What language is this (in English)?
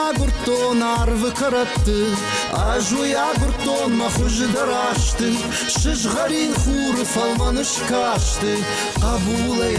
Ossetic